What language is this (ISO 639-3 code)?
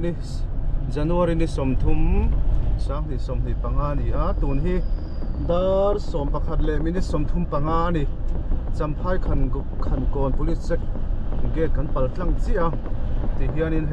lus